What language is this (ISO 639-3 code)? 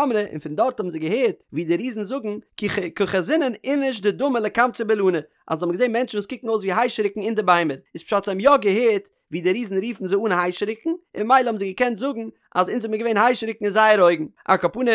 yid